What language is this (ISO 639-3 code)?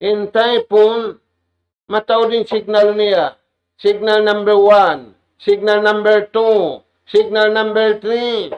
tsg